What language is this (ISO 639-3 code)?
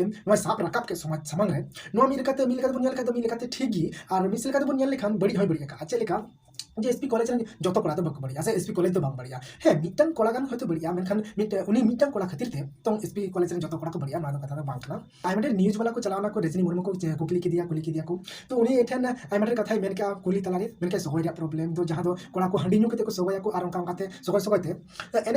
sat